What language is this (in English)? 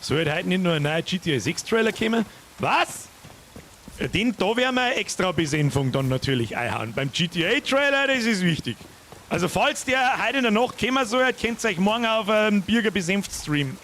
Bavarian